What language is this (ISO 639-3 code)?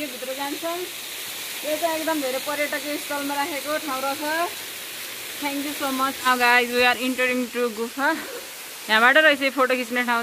nep